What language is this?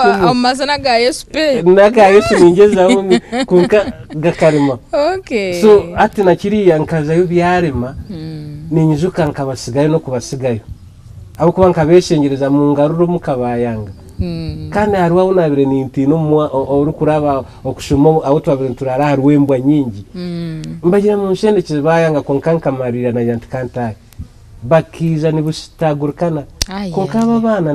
Nyankole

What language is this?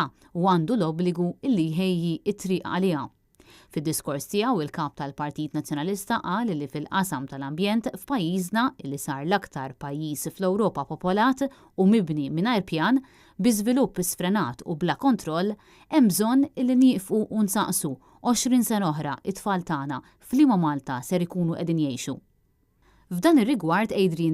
Maltese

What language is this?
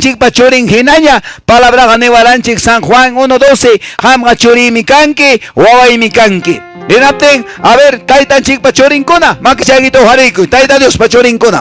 Quechua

